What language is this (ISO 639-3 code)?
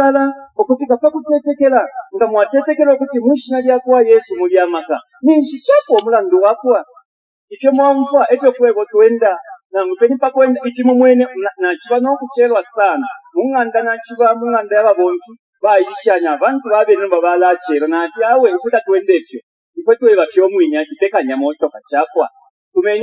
bem